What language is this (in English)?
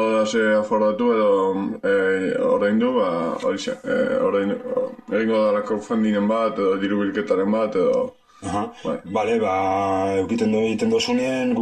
Basque